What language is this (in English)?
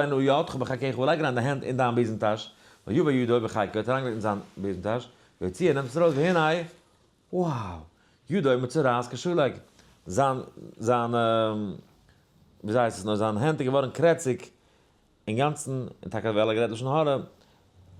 Yiddish